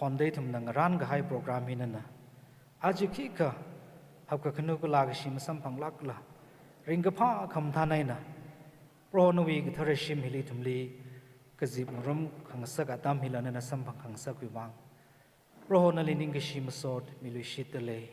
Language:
Tangkhul Naga (India)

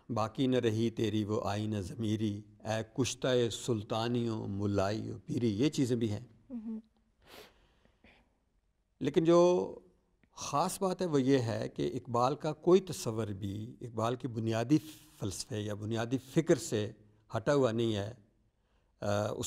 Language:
Urdu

